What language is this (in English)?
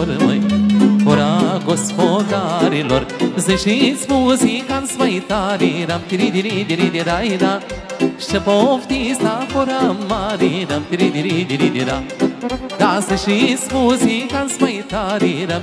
Romanian